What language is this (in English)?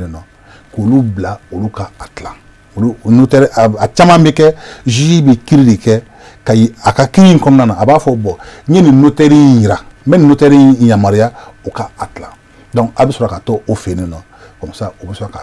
Bambara